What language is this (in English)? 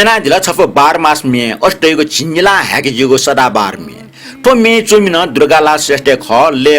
Newari